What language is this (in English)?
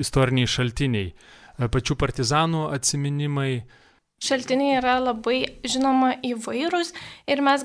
Lithuanian